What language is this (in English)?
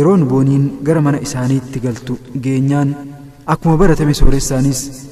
Oromo